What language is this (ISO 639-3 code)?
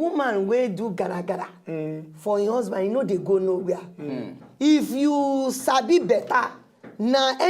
pcm